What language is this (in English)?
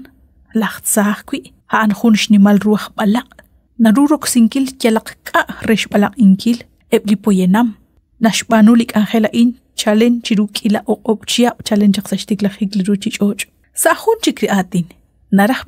Kekchí